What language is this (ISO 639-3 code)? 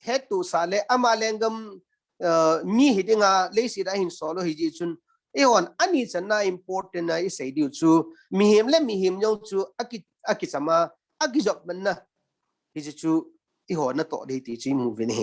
tcz